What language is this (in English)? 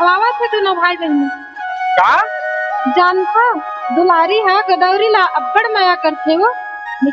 Chhattisgarhi